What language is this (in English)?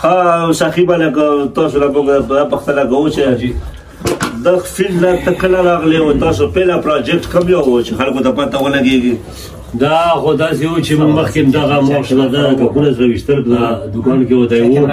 Pashto